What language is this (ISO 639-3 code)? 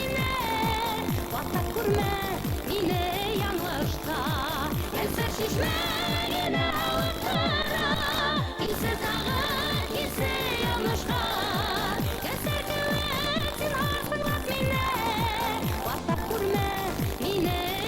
bak